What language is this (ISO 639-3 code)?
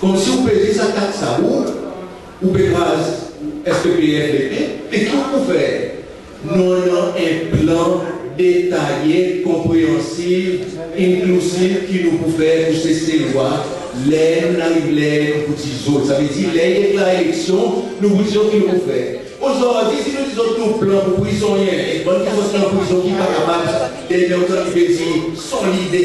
crs